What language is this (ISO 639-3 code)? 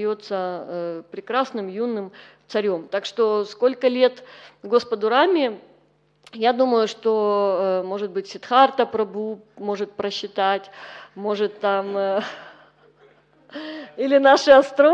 rus